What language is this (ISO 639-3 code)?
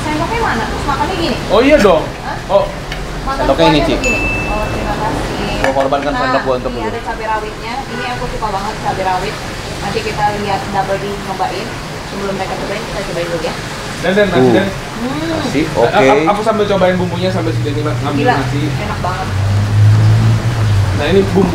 ind